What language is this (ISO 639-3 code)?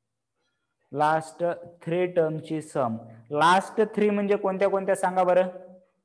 mar